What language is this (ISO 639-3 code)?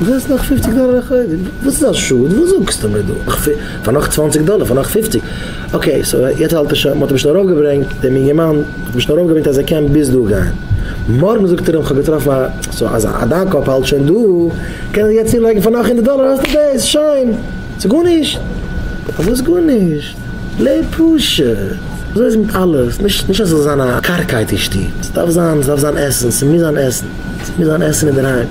yid